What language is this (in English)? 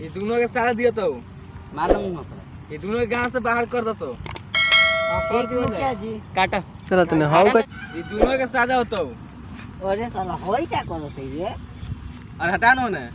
Magahi